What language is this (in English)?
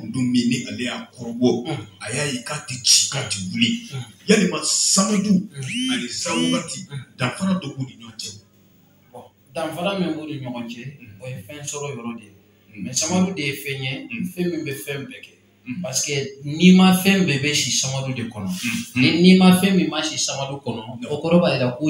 Bambara